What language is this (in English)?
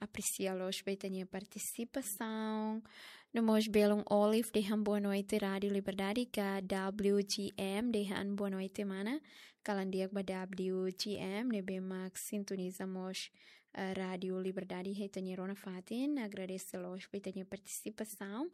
Tetum